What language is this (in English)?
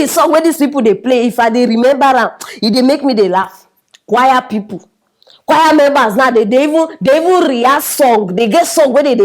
Nigerian Pidgin